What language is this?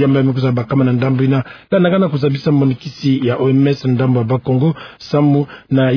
Kituba (Democratic Republic of Congo)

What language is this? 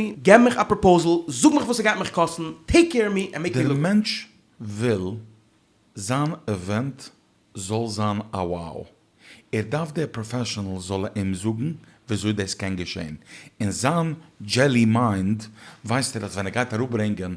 Yiddish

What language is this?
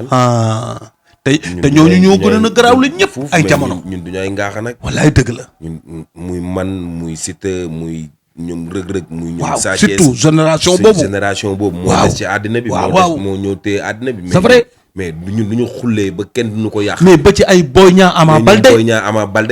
Wolof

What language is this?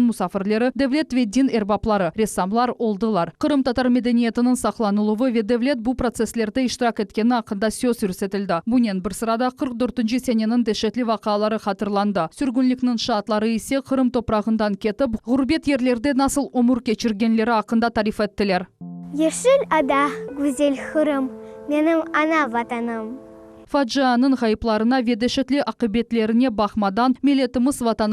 Crimean Tatar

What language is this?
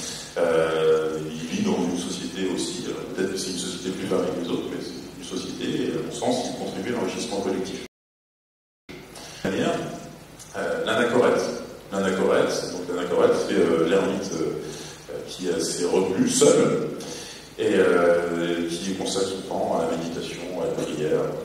French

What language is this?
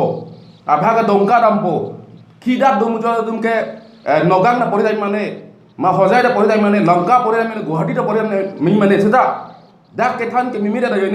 Karbi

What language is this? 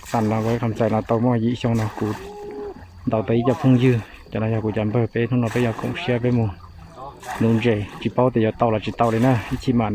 Hmong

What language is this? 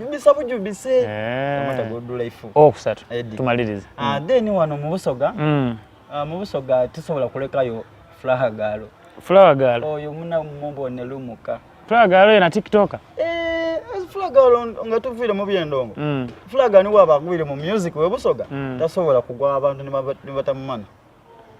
Soga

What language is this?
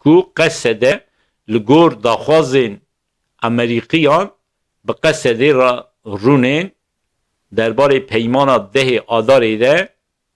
Kurdish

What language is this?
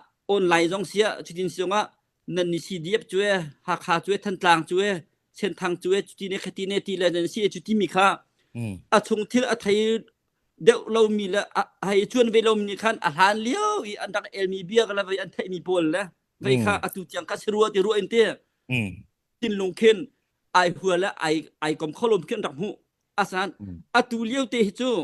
Hakha Chin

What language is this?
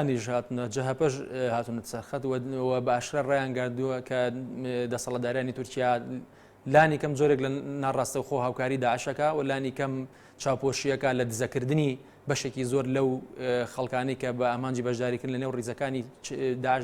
Central Kurdish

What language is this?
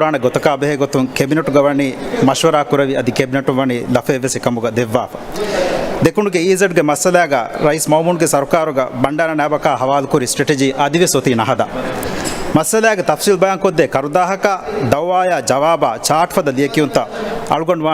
Divehi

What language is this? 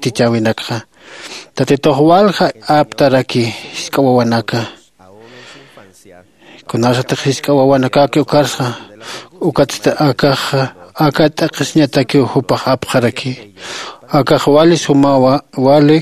Aymara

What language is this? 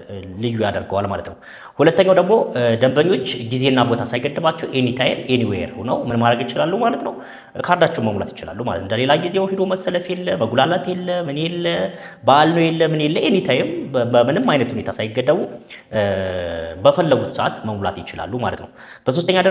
Amharic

